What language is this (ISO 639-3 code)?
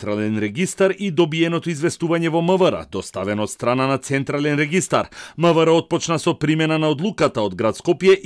mkd